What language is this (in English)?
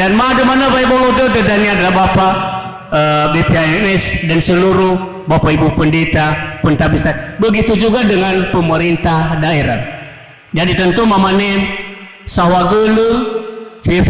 Nias